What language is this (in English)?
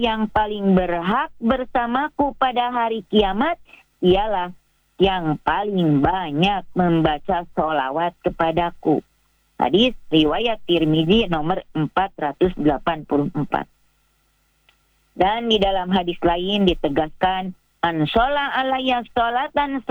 Indonesian